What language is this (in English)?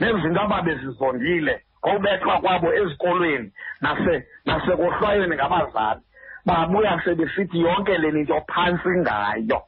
Xhosa